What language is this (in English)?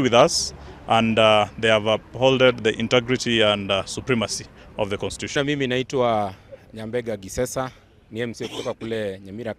Gusii